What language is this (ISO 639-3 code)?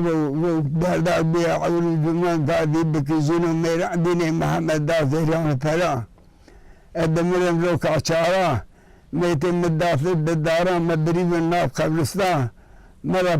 kur